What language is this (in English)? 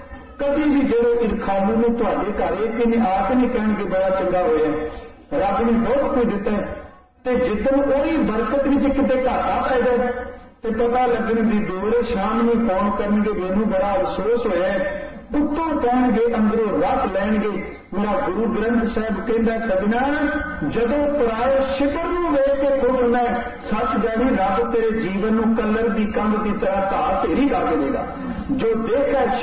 Punjabi